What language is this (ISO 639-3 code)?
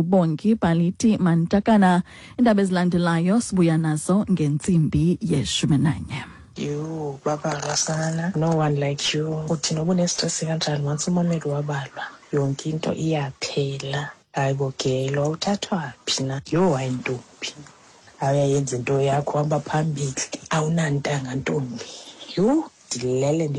xho